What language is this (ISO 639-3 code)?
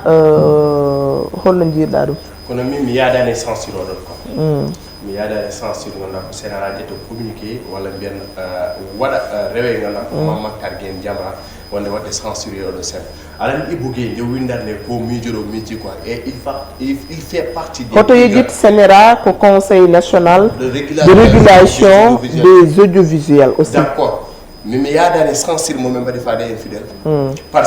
ful